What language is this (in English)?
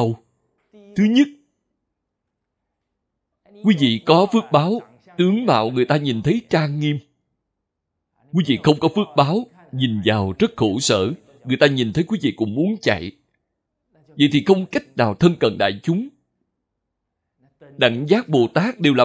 Vietnamese